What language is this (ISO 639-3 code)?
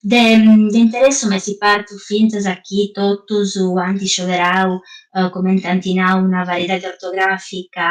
srd